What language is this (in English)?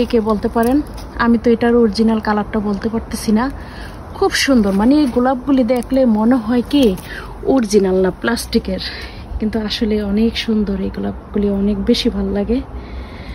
Bangla